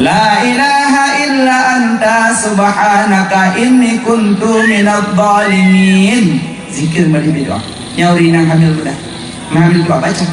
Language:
Achinese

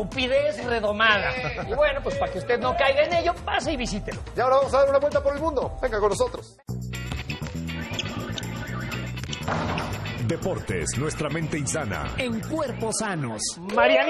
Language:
Spanish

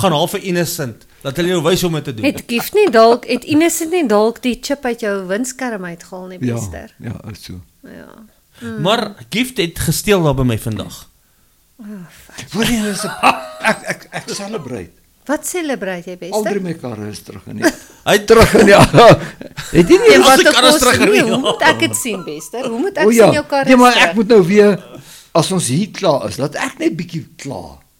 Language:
Afrikaans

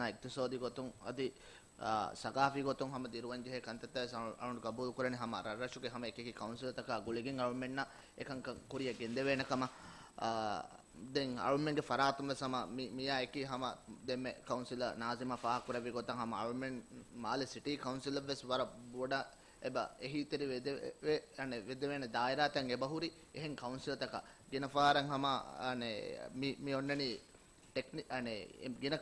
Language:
Divehi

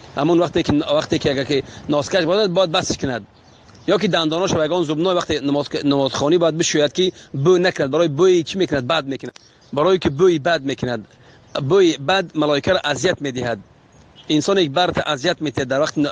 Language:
Tajik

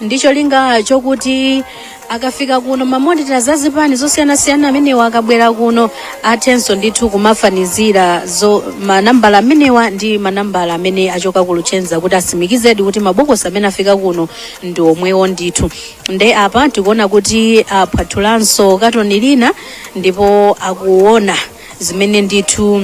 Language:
Nyanja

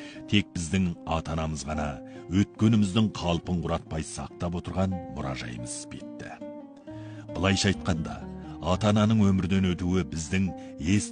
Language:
Kazakh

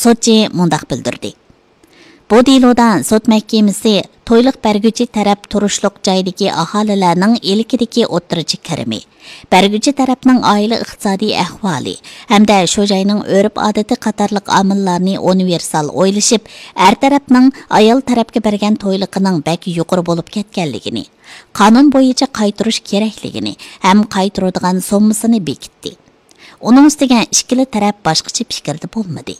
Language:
Uyghur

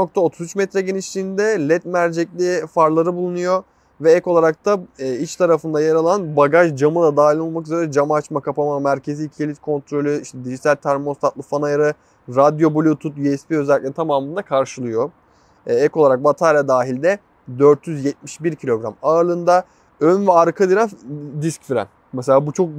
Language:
Turkish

